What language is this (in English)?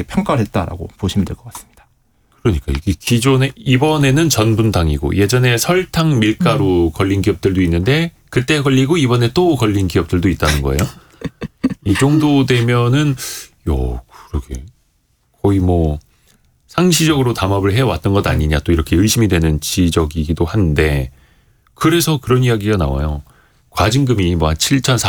Korean